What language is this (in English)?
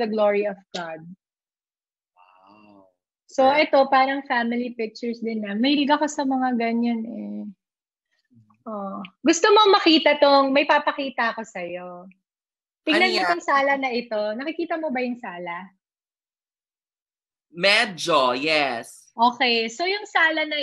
Filipino